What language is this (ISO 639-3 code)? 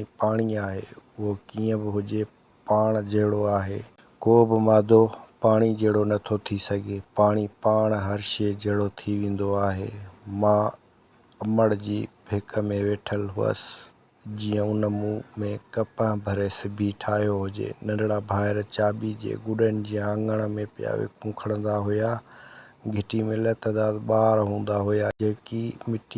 snd